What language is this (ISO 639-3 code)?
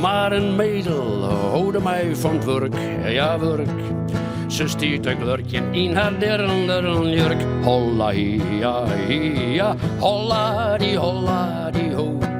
fry